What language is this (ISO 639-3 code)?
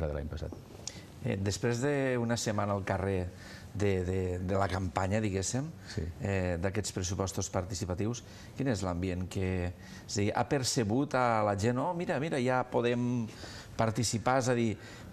cat